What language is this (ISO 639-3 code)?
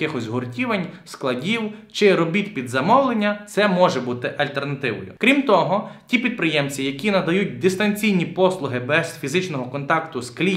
ukr